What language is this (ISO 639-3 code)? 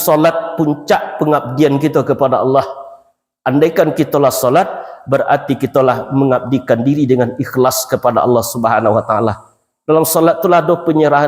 min